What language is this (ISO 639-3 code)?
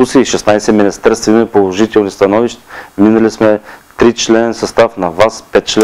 bul